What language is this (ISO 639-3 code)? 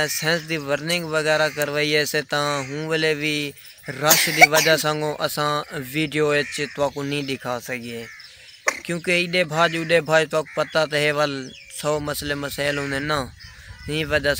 skr